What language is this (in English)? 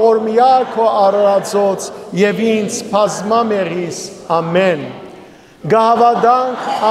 Western Armenian